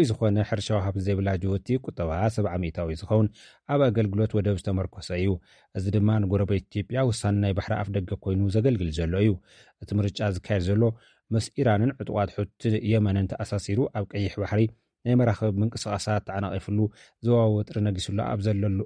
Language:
Tigrinya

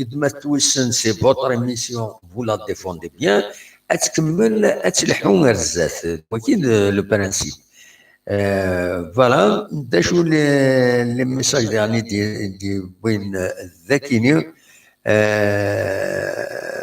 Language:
Kabyle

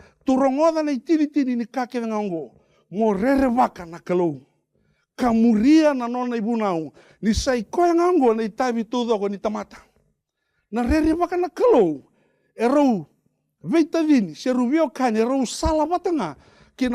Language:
Fijian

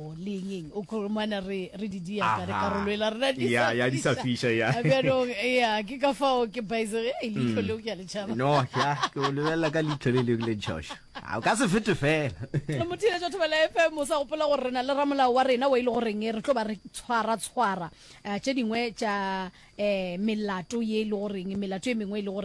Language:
Northern Sotho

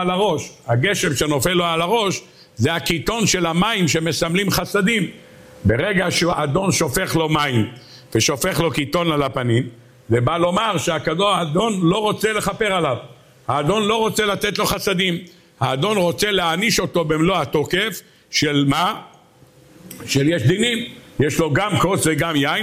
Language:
Hebrew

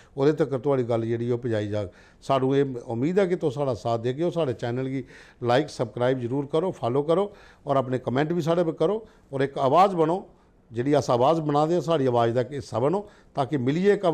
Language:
Dogri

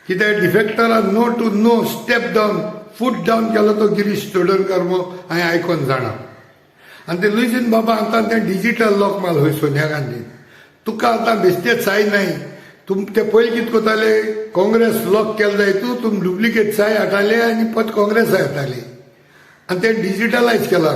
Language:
Konkani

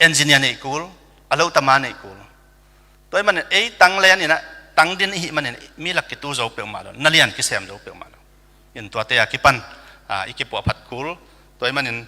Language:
Tedim Chin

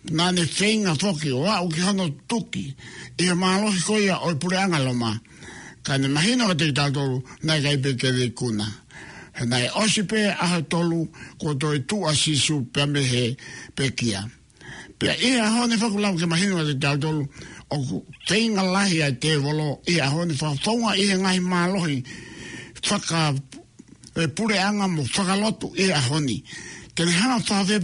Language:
Tongan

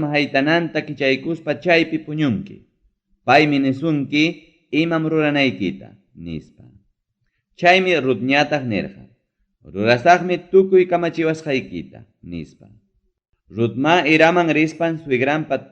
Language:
Ayacucho Quechua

